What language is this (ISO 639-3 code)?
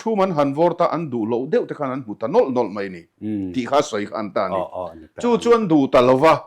lus